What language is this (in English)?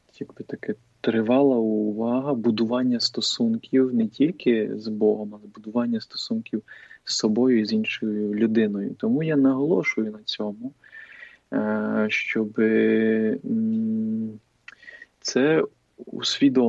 Ukrainian